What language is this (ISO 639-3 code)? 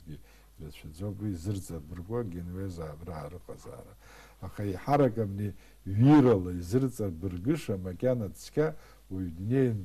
abk